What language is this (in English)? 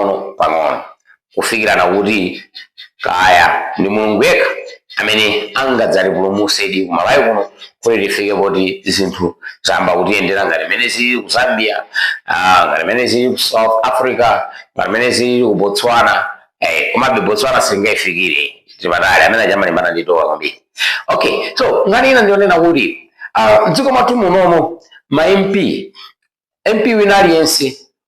Nyanja